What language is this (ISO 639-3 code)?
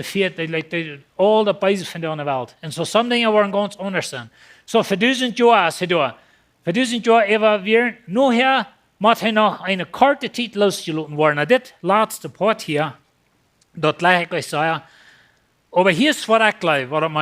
pdt